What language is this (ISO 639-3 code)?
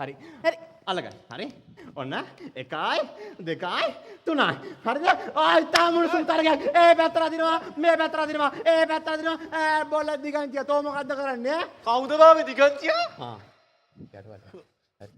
sin